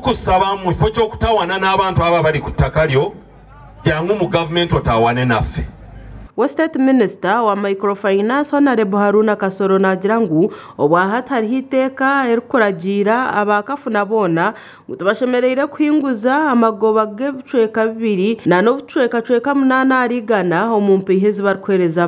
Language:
Nyankole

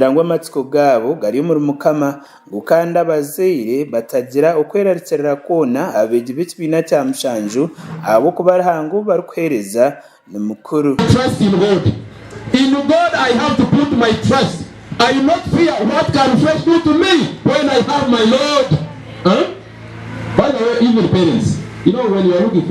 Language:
Nyankole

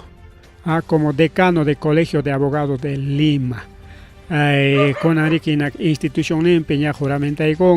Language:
Ayacucho Quechua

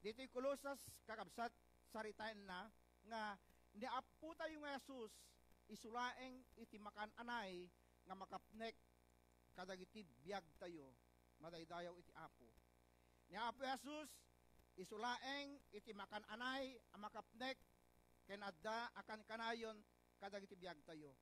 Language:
Iloko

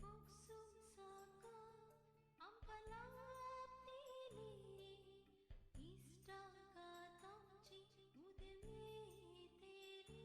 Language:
Konkani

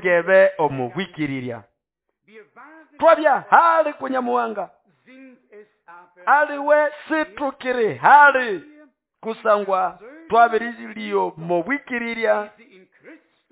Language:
Nande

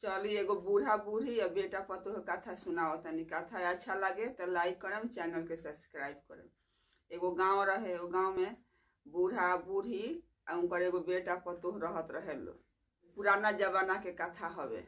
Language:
Bhojpuri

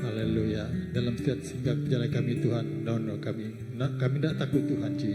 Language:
Iban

